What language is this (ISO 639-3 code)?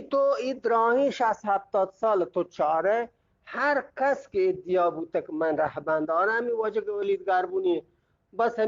bgp